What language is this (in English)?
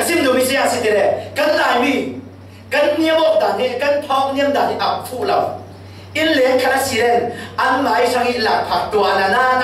Falam Chin